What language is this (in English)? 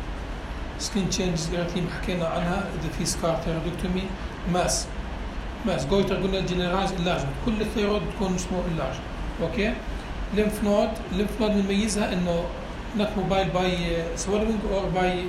North Levantine Arabic